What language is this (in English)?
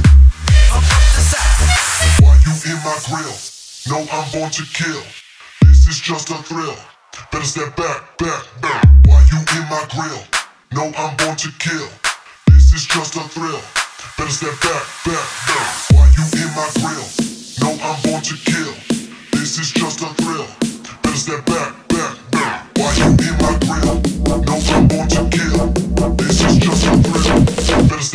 English